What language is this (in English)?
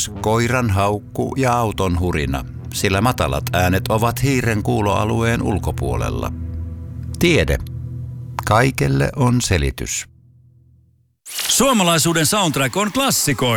Finnish